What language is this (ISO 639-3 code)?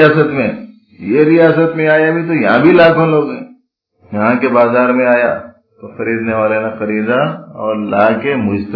urd